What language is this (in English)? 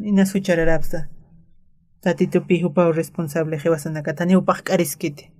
Aymara